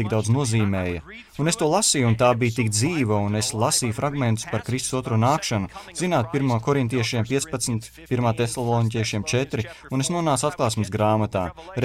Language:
Latvian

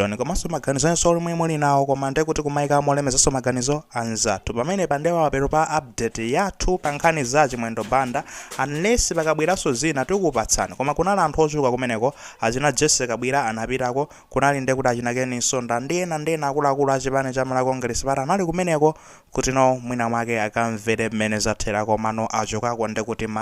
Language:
Nyanja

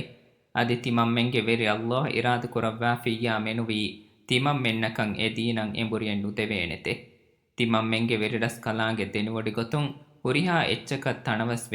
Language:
Divehi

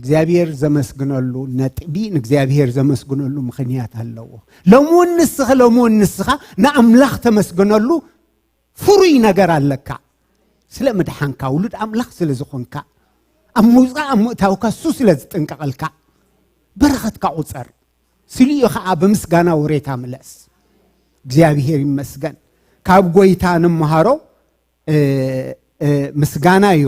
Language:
Tigrinya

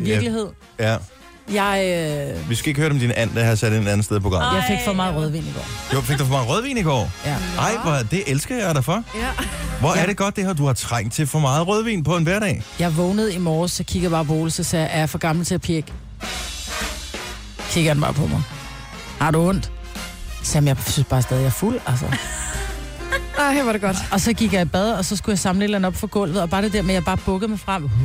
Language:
Danish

